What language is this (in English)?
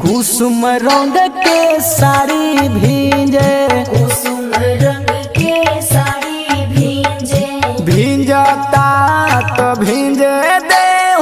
Bhojpuri